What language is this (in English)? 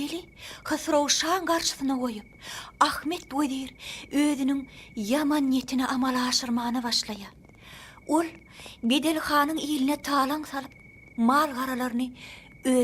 Turkmen